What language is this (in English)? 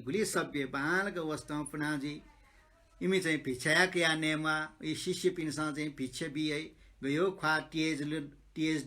Newari